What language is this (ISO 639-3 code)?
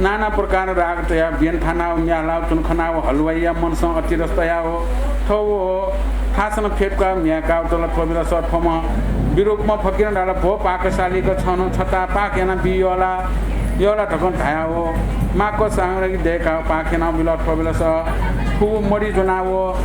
new